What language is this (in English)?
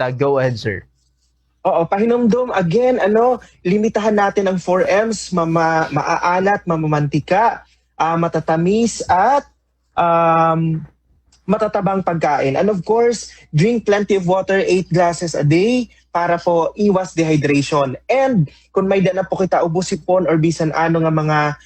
Waray